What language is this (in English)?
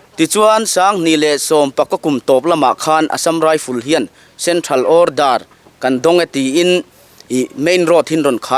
Mizo